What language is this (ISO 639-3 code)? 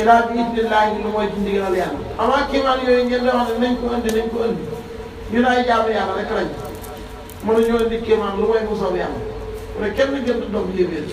wol